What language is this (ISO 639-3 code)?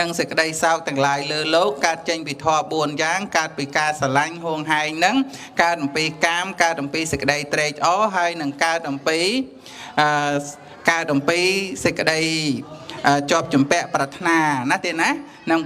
khm